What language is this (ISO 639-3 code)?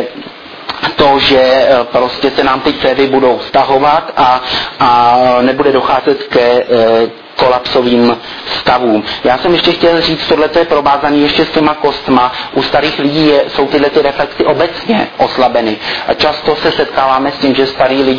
ces